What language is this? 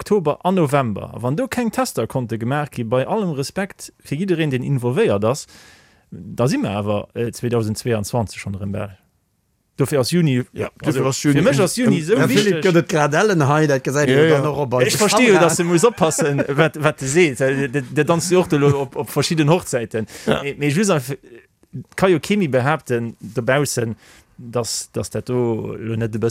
Luxembourgish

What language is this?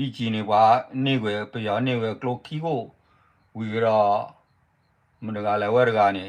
S'gaw Karen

